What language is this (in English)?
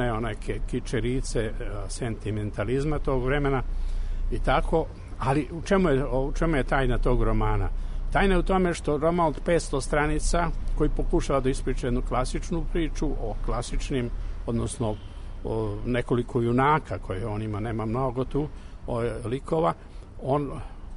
Serbian